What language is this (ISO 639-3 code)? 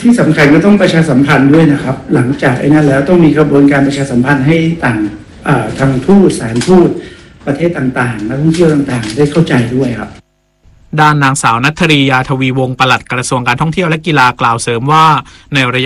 tha